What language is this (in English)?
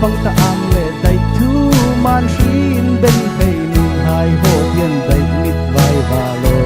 Falam Chin